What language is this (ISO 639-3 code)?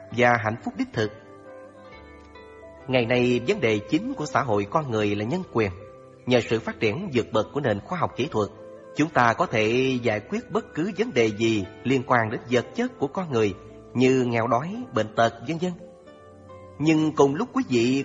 vie